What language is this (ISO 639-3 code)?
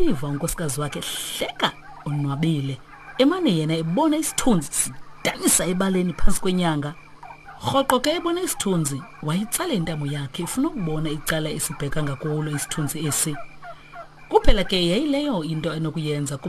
xho